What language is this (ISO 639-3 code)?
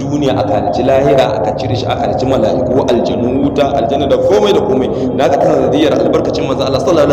hau